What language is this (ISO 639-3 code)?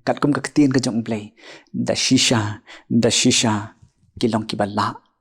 kha